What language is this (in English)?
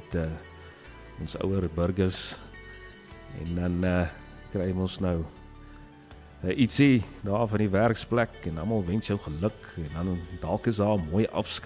Afrikaans